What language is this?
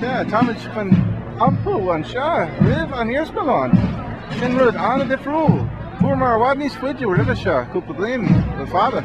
Irish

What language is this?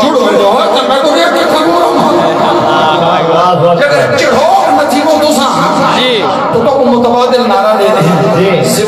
Saraiki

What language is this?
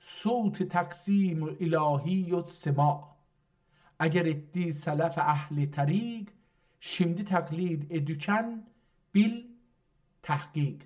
South Azerbaijani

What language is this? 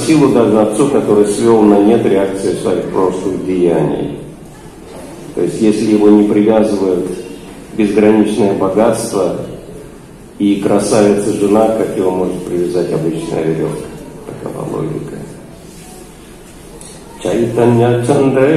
Russian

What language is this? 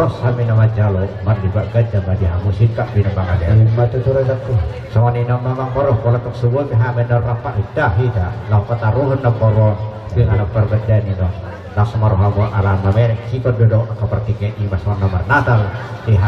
Batak Toba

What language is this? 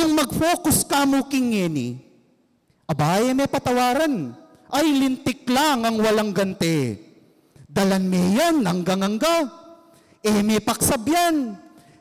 Pampanga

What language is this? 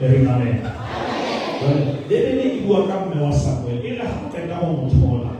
Southern Sotho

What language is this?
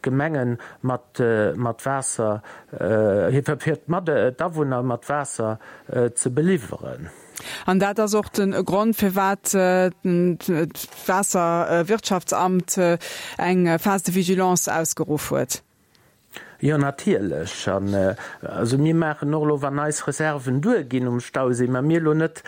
Luxembourgish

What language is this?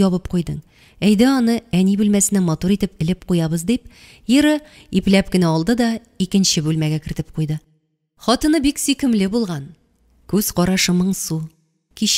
Tatar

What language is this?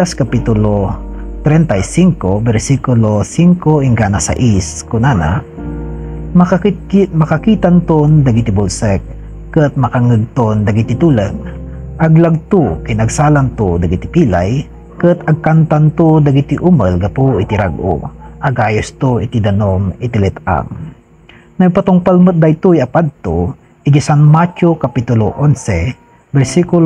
Iloko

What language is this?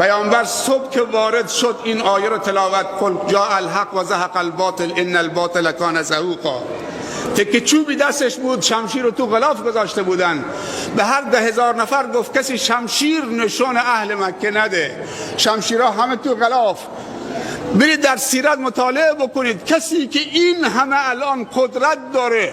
Persian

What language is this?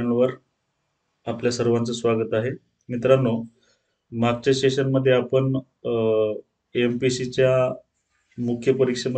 Marathi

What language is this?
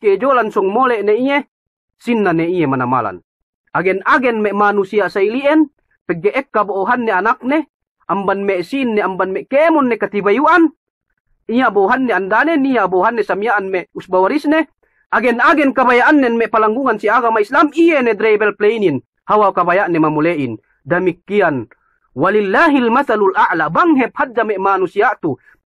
Yakan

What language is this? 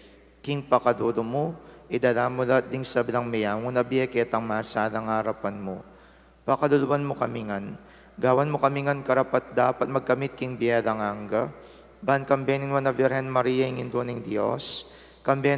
Pampanga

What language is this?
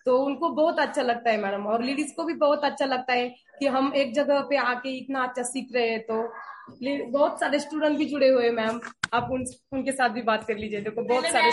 Hindi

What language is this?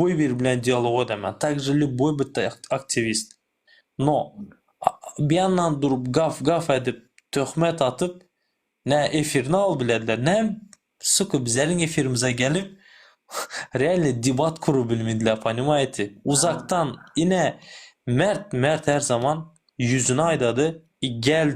Turkmen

